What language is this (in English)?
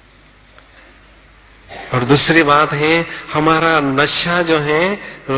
Hindi